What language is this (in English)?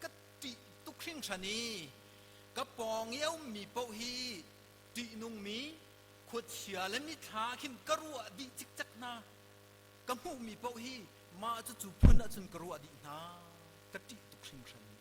Hakha Chin